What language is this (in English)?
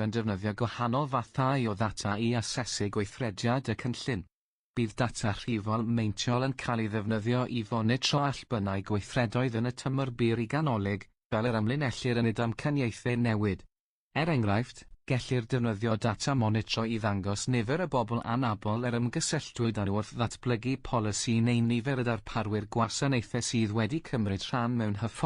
Welsh